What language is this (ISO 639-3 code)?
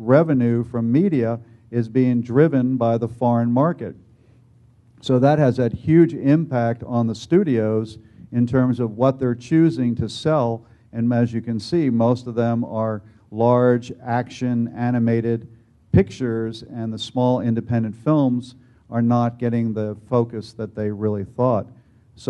eng